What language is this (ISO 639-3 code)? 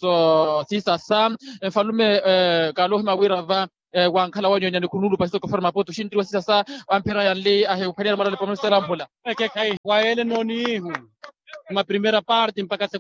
vmw